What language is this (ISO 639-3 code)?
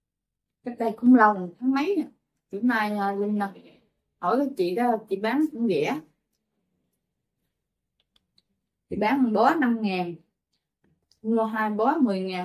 vie